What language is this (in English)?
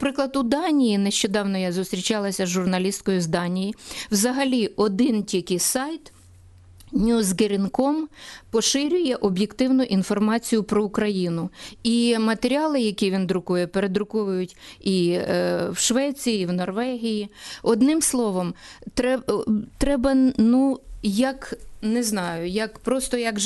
Ukrainian